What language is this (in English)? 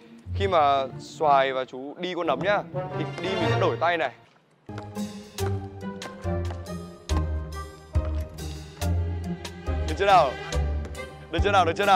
Vietnamese